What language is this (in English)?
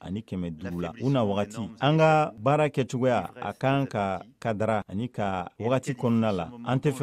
Bambara